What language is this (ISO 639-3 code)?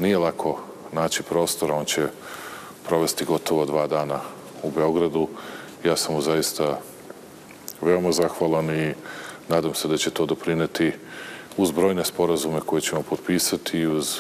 srp